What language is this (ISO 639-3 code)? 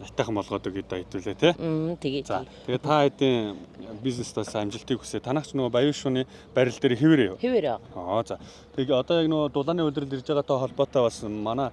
mon